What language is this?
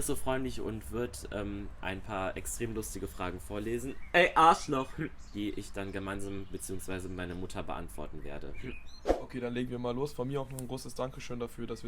Swiss German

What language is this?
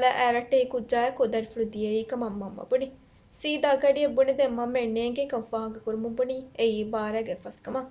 Divehi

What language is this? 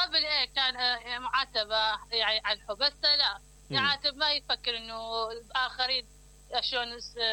Mesopotamian Arabic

